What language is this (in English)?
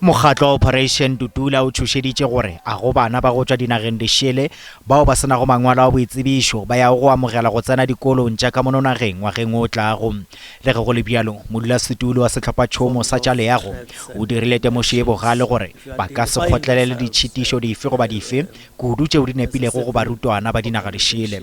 Northern Sotho